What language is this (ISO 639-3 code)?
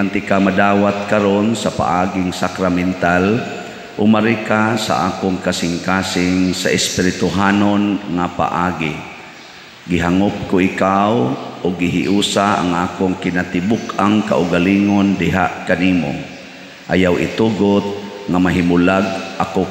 ceb